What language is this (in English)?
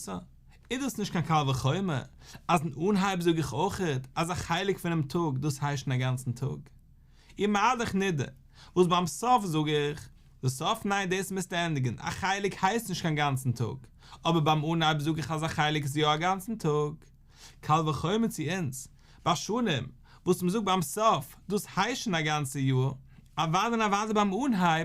Yiddish